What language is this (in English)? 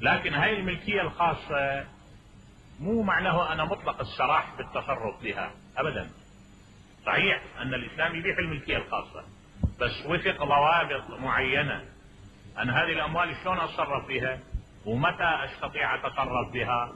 Mesopotamian Arabic